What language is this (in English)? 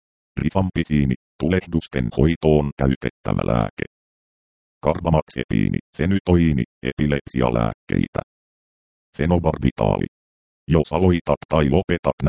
Finnish